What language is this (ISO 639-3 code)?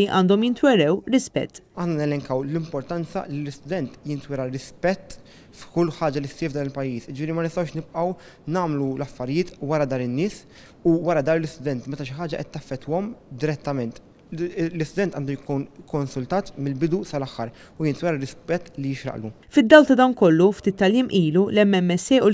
mlt